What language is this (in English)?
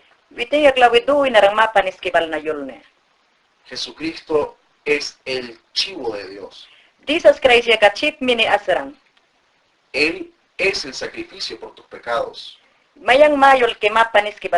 Mayangna